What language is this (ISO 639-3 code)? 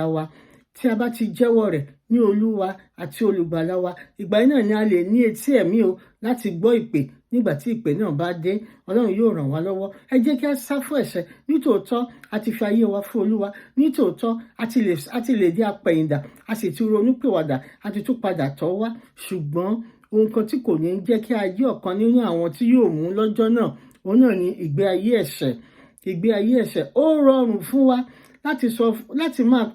yor